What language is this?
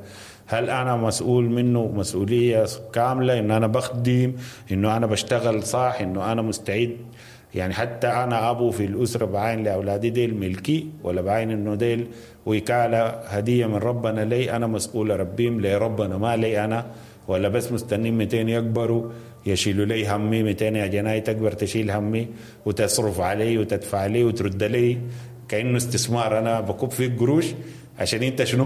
Sudanese Arabic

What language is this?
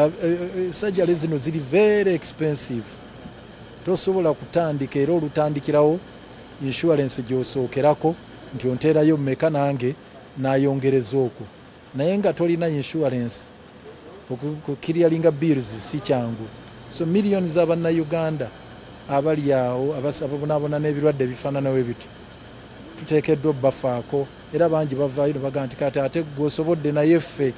Ganda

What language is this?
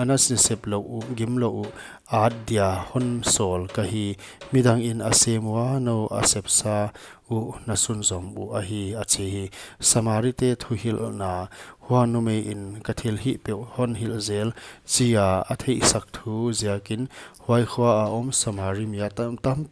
Paite Chin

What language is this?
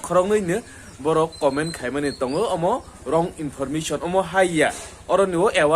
Kok Borok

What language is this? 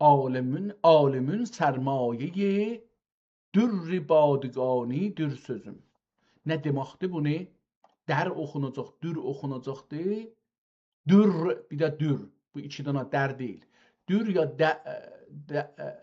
South Azerbaijani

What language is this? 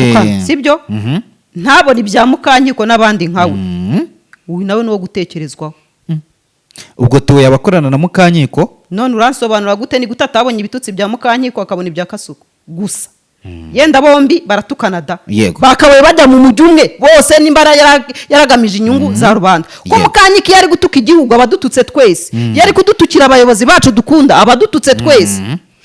Kinyarwanda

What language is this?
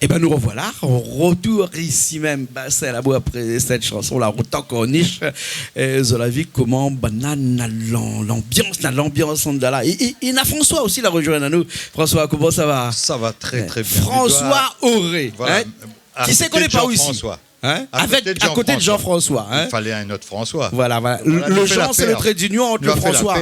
Réunion Creole French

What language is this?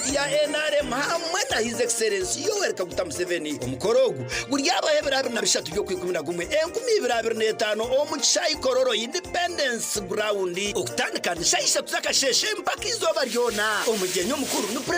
Nyankole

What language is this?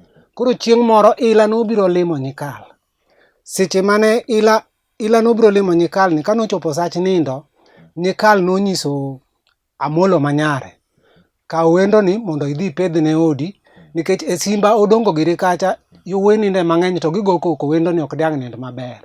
Luo (Kenya and Tanzania)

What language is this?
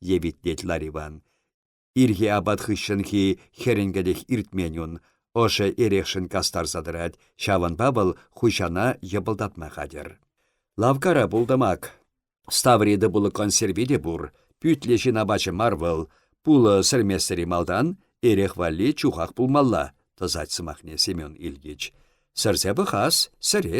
Chuvash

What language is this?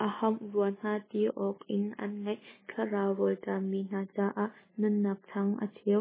Hakha Chin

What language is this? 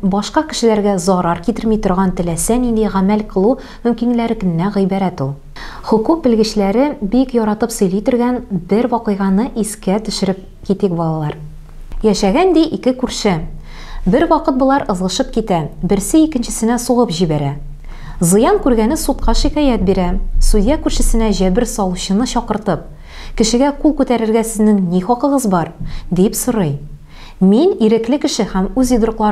Tatar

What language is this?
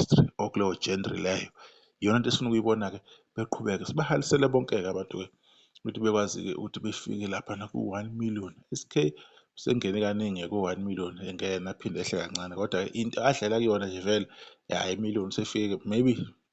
Zulu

